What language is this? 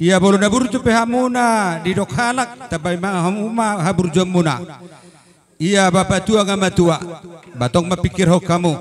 Batak Toba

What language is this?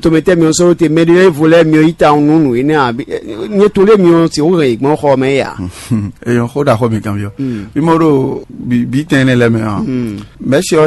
Fon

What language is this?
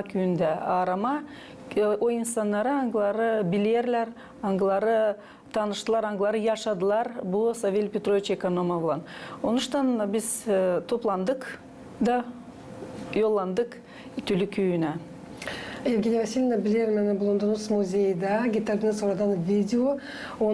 Gagauz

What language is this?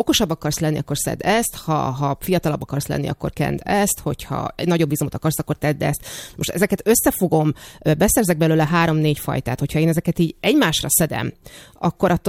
Hungarian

